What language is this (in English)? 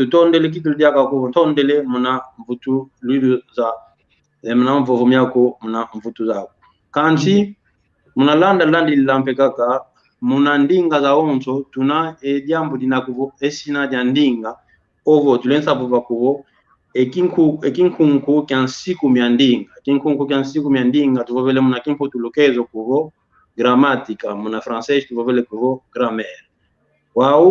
San Salvador Kongo